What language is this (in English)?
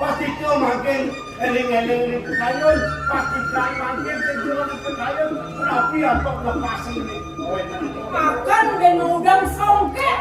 Balinese